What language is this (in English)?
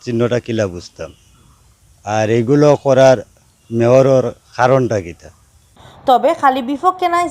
Sylheti